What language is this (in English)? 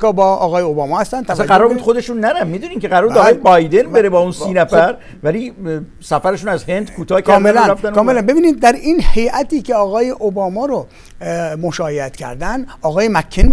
Persian